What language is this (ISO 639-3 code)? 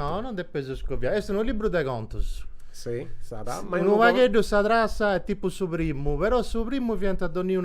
srd